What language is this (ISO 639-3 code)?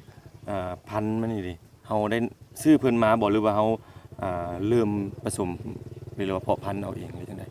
lao